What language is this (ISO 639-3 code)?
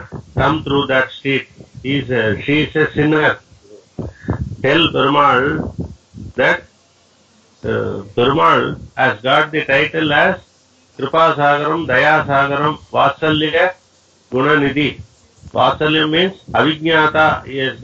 eng